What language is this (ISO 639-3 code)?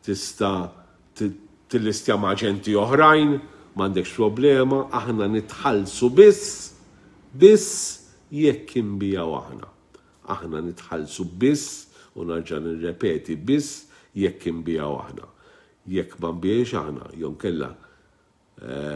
mlt